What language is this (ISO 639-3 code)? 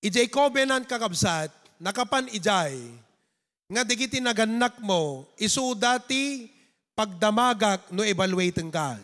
ilo